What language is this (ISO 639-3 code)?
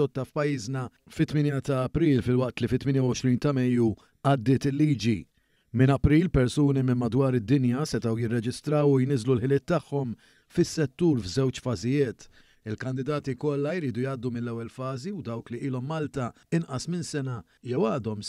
mlt